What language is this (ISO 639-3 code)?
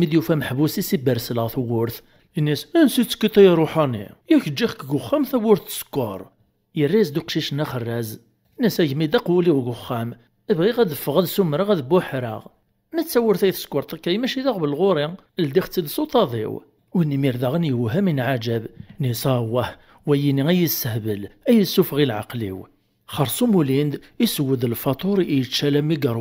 kab